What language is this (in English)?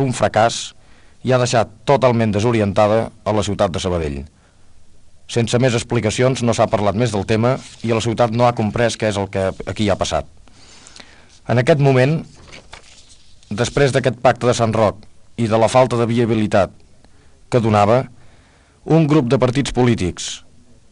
Catalan